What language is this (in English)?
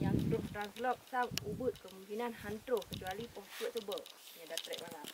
Achinese